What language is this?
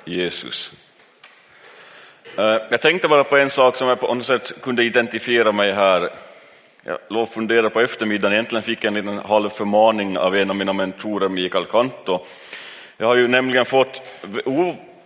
Swedish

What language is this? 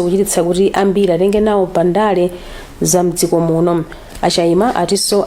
Nyanja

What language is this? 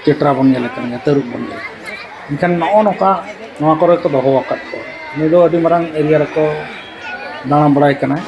Santali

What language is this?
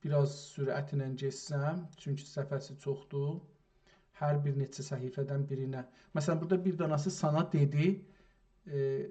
South Azerbaijani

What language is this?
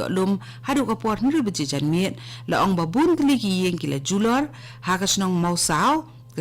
Khasi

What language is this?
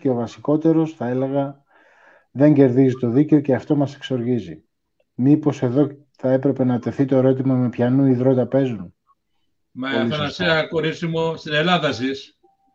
Greek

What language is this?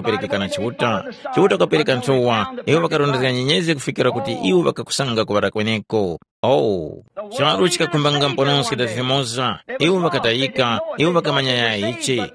Tumbuka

